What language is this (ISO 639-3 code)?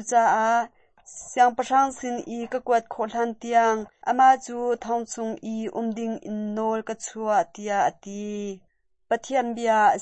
cnh